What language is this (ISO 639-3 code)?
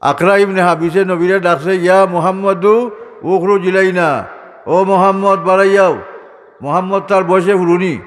syl